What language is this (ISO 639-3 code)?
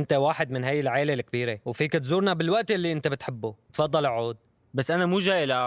apc